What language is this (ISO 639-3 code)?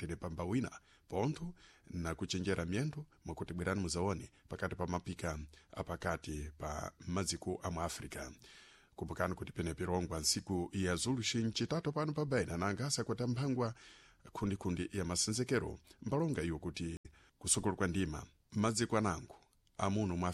seh